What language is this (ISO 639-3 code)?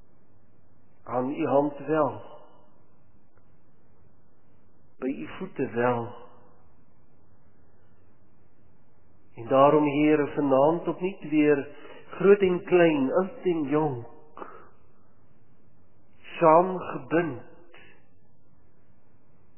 afr